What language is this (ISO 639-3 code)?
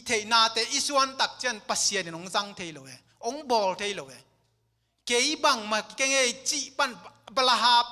ctd